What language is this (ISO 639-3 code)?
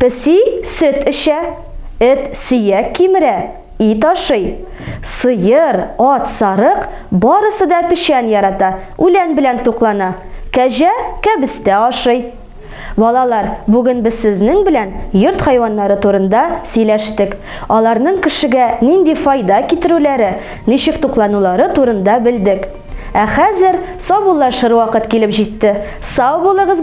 tat